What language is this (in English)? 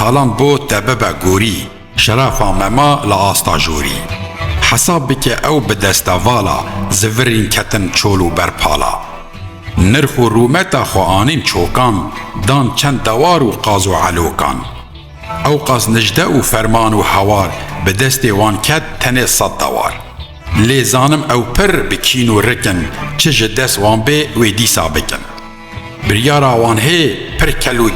Kurdish